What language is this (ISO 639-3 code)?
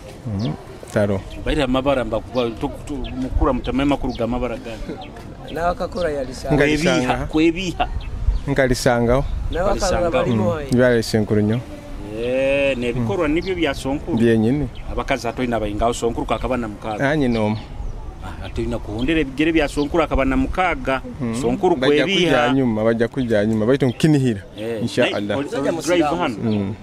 nyo